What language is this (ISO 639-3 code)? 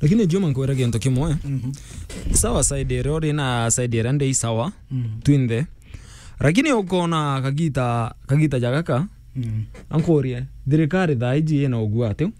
mer